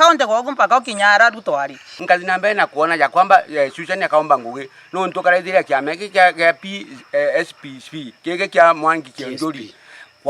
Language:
Meru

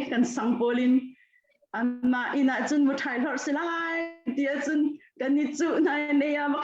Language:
Hakha Chin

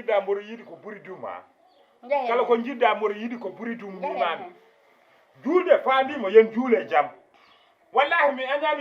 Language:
Fula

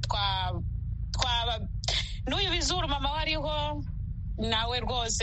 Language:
Kinyarwanda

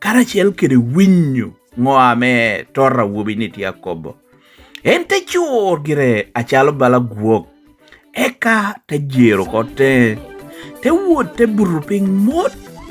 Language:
Lango (Uganda)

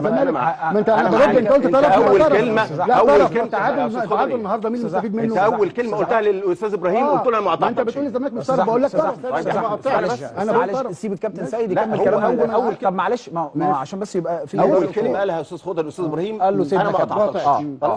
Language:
Egyptian Arabic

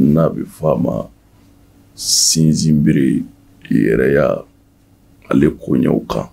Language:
Bambara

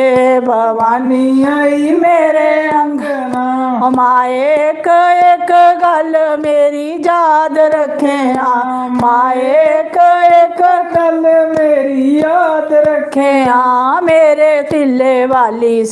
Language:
Dogri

